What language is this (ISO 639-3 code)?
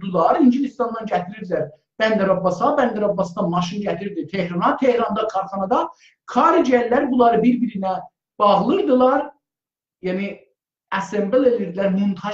azb